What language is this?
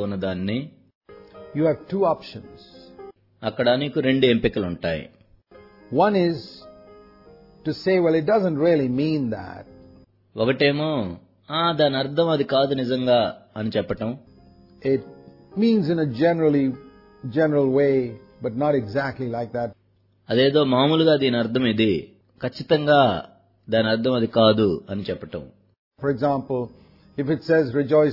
Telugu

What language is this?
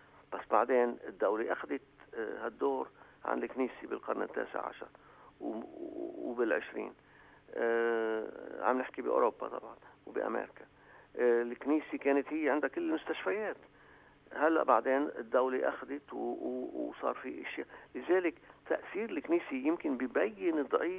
North Levantine Arabic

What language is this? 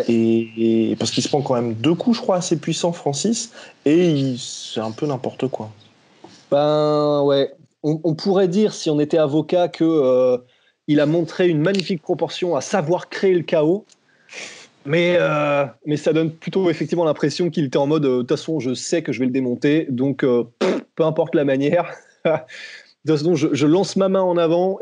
French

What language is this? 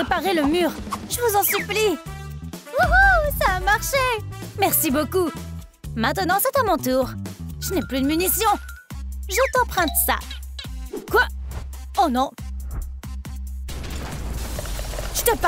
French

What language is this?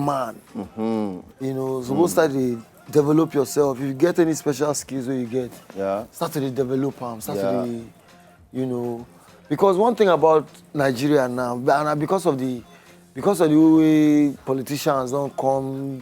Nigerian Pidgin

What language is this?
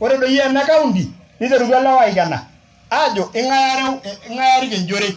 Masai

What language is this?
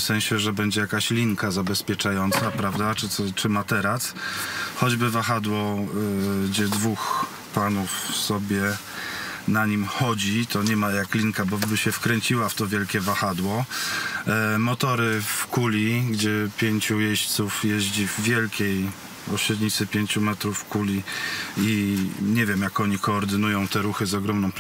Polish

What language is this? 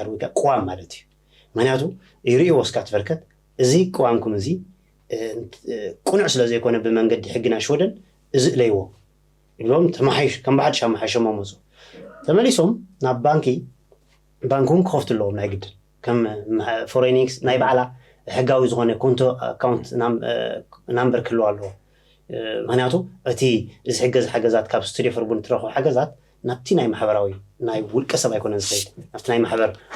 Tigrinya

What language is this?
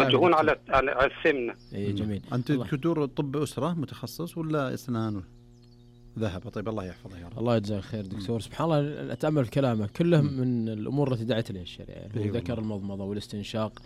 Najdi Arabic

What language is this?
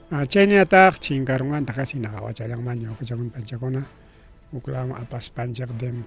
Ayacucho Quechua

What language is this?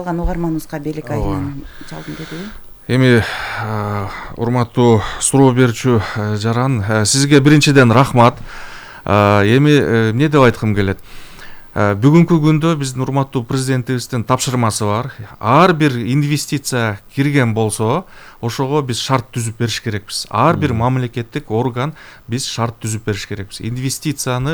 Kyrgyz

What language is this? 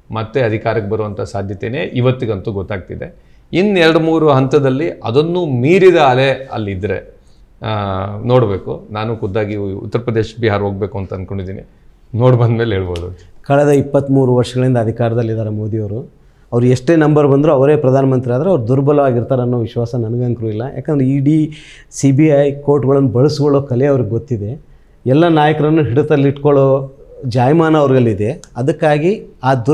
Kannada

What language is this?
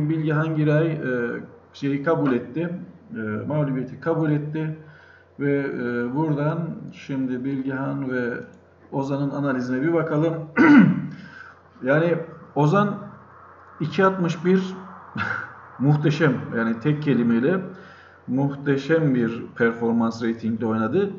Turkish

